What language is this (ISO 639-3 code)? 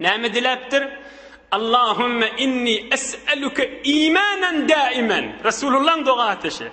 tuk